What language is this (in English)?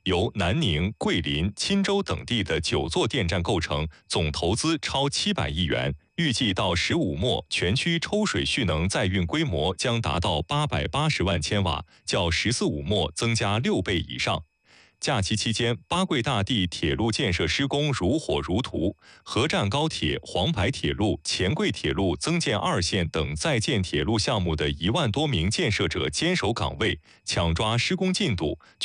Chinese